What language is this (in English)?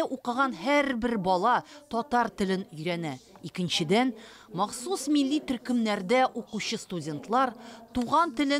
Tatar